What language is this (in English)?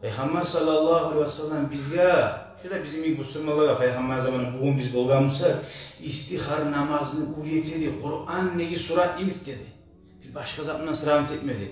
Kumyk